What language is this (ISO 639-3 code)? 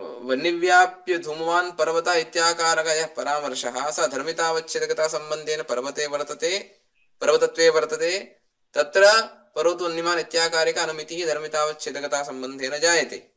san